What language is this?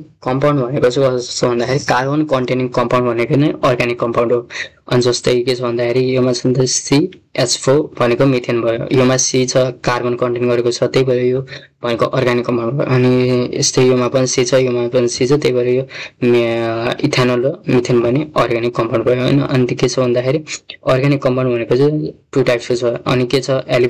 Nepali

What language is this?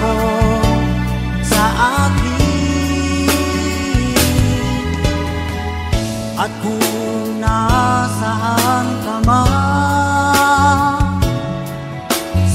Filipino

